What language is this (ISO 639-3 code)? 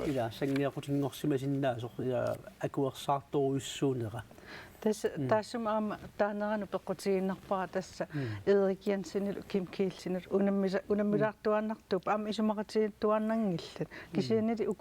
kal